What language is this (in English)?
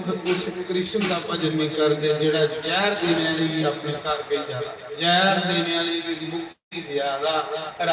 Dogri